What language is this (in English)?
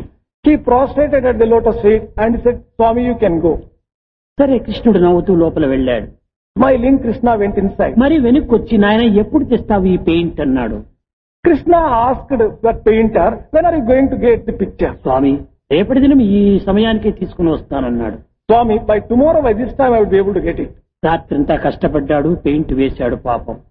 Telugu